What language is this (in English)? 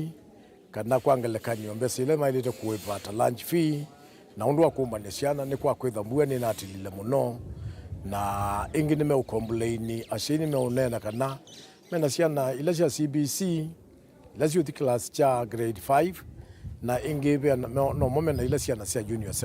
Kamba